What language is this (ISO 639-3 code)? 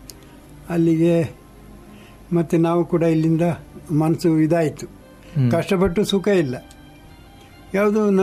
kan